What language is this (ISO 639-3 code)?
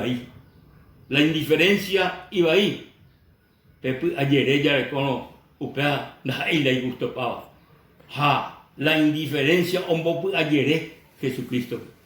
grn